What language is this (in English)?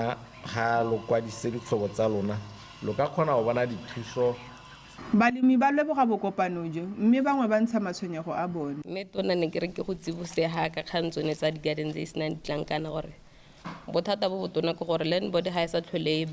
Tswana